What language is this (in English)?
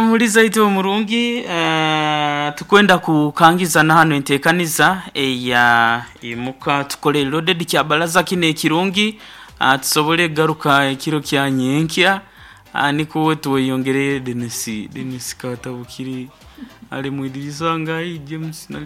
Nyoro